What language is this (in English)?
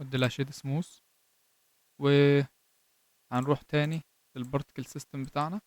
Egyptian Arabic